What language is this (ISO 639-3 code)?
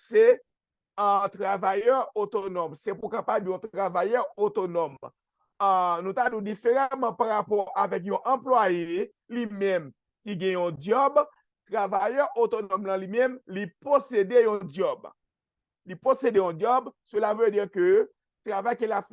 hat